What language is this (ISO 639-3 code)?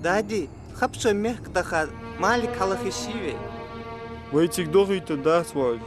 inh